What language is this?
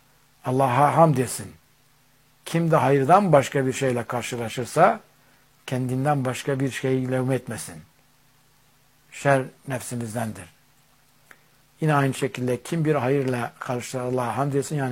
Turkish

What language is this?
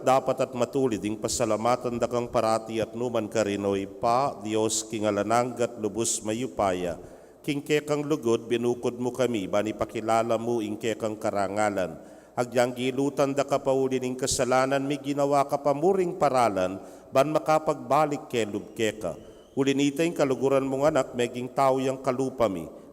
Pampanga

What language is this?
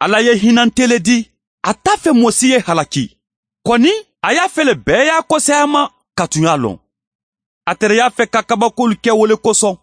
Bambara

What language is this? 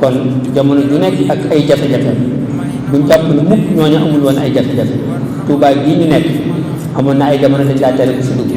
Wolof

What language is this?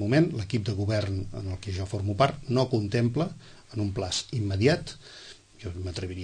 Catalan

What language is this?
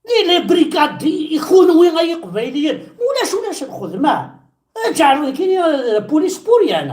Kabyle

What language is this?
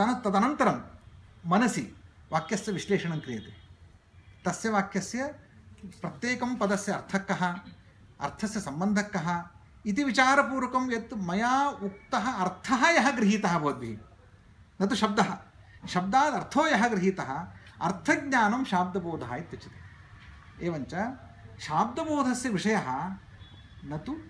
Sanskrit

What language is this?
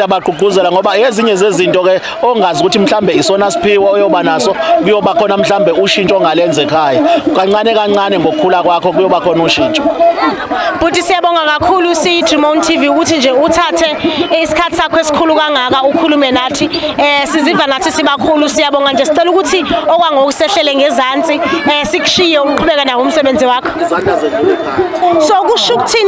Zulu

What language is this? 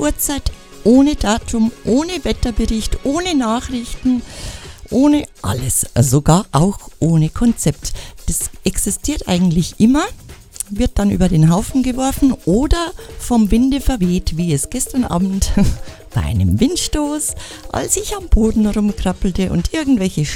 German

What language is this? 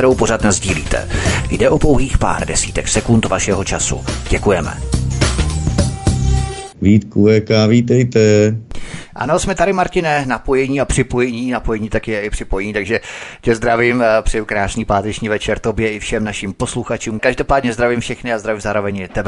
Czech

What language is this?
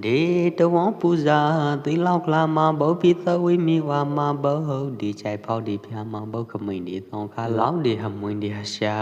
Pwo Eastern Karen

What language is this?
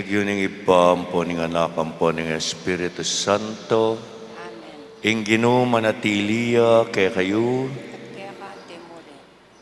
Pampanga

